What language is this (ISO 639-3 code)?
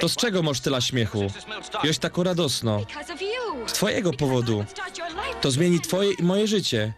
szl